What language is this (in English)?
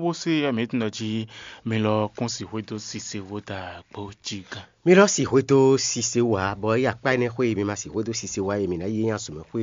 Fon